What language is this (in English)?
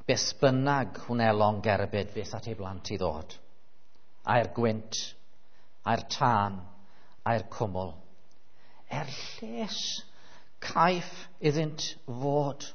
Welsh